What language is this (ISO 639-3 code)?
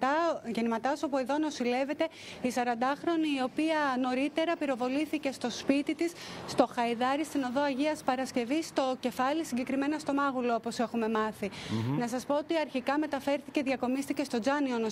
ell